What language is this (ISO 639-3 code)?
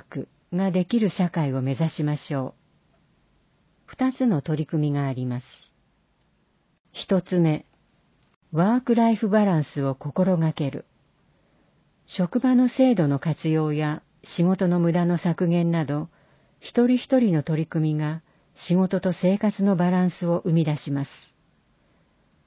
jpn